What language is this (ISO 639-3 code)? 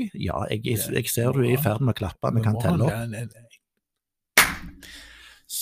nor